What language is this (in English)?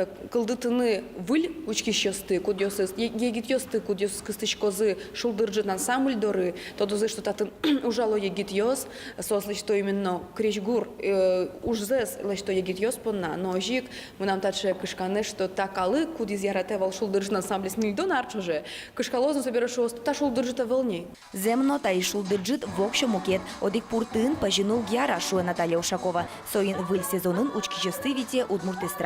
Udmurt